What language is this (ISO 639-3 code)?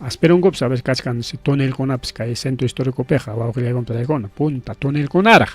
quy